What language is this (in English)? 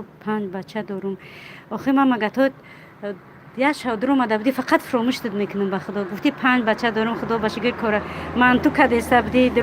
Tajik